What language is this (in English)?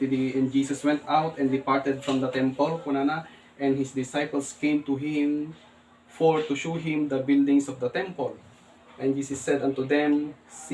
Iloko